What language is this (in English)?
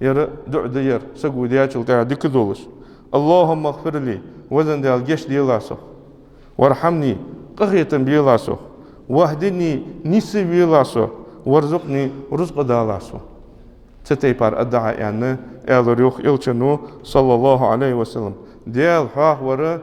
Ingush